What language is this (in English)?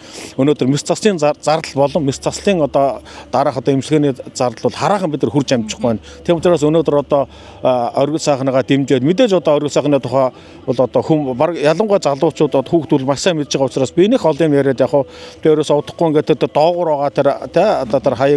Mongolian